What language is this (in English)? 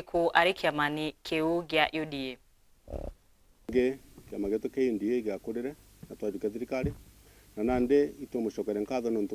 Meru